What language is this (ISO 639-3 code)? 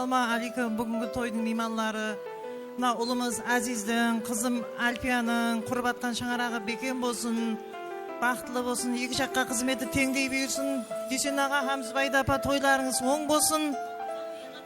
kaa